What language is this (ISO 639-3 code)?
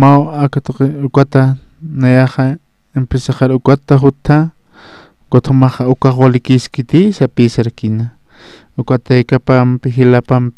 aym